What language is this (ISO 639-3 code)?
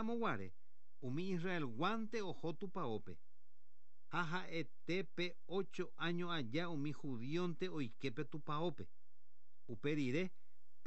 grn